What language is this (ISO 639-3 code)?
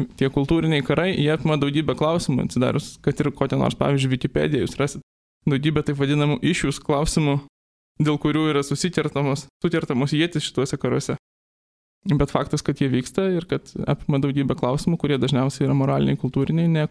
lit